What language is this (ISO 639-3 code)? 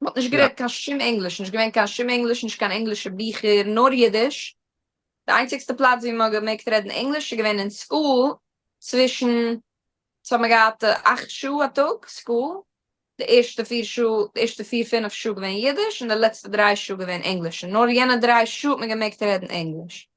yid